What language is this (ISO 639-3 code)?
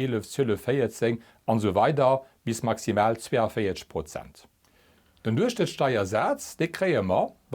ltz